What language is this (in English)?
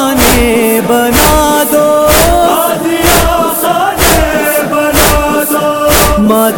Urdu